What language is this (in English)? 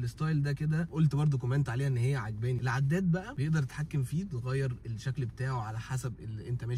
Egyptian Arabic